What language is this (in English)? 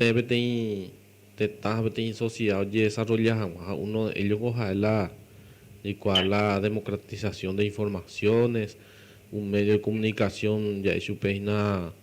Guarani